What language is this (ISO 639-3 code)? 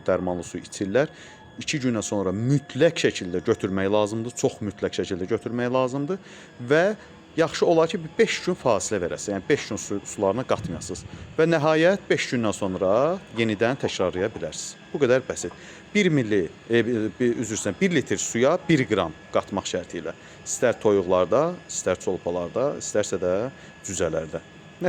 aze